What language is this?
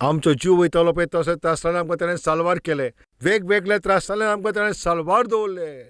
Konkani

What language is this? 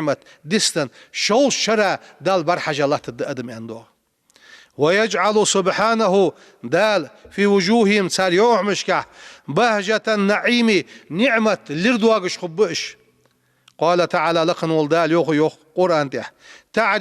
Ingush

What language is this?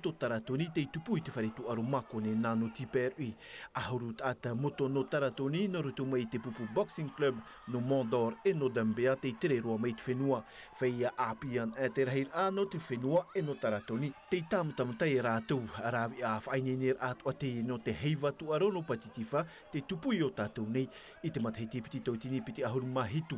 Tahitian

